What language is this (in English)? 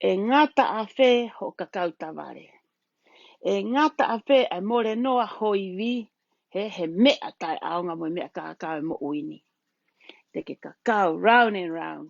Tongan